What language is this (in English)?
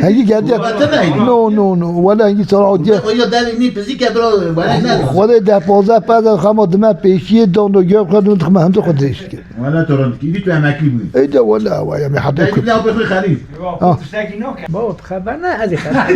Kurdish